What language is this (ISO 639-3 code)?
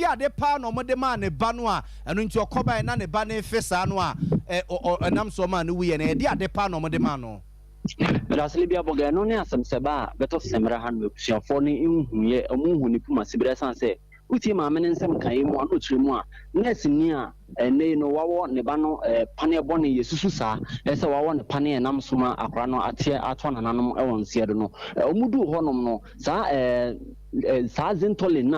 aka